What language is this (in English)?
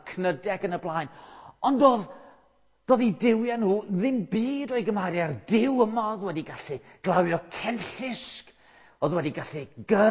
Welsh